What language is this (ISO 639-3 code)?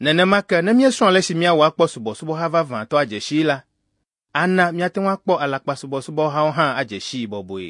ewe